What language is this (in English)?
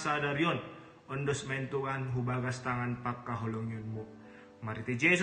Batak Simalungun